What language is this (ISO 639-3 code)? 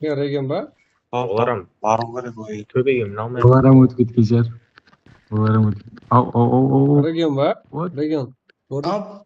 kaa